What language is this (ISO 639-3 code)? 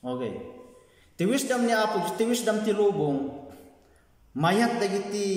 ilo